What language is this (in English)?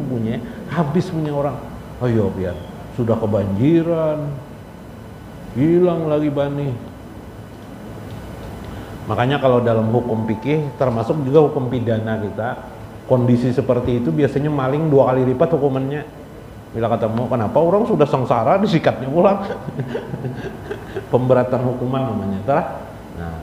Indonesian